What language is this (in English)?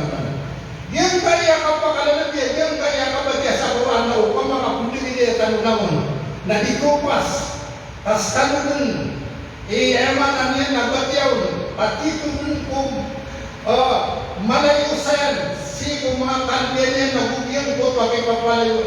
Maranao